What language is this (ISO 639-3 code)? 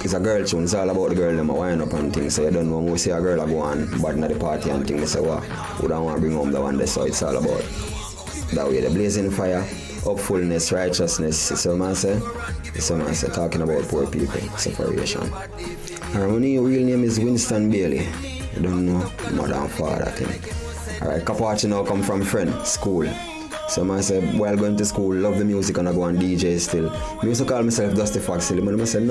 jam